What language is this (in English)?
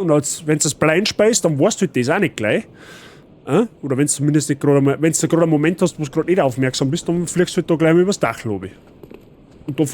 Bavarian